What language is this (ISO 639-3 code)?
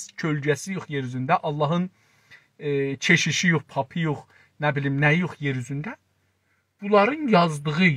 azb